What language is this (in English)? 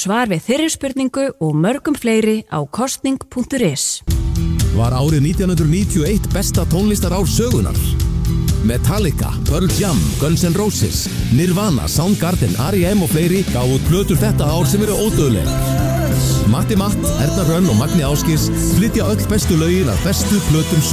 Icelandic